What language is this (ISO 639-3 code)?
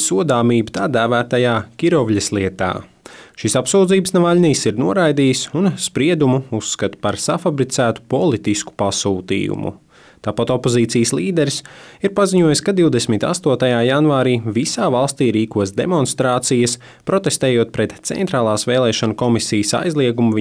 lav